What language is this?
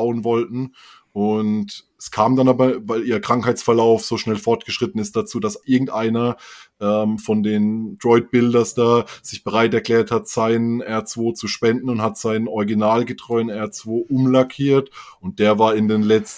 German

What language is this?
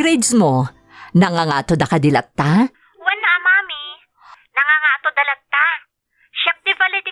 Iloko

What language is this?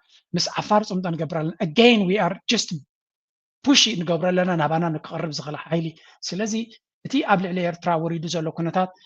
Tigrinya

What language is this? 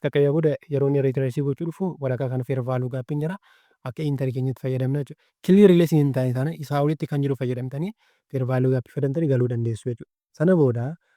Oromo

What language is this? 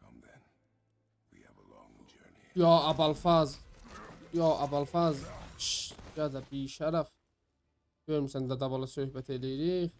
South Azerbaijani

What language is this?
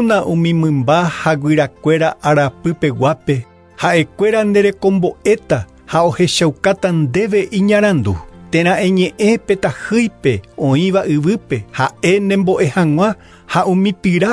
Guarani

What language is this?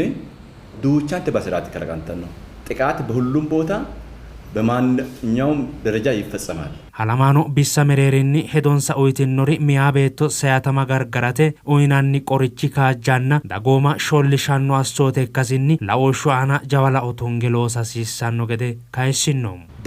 Sidamo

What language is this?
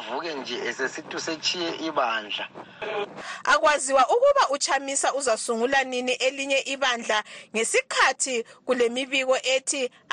North Ndebele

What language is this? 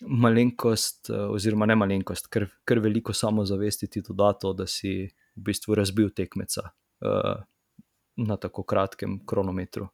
Slovenian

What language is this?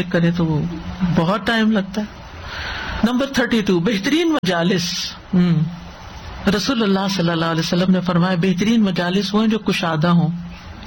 Urdu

